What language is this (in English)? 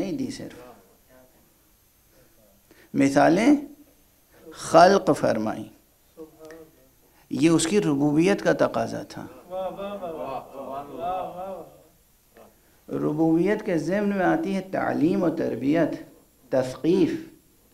Urdu